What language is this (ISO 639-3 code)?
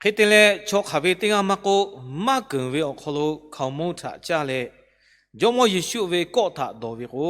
lhu